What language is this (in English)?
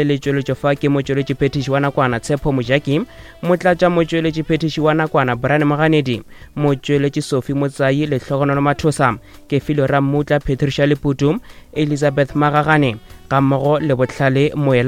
Northern Sotho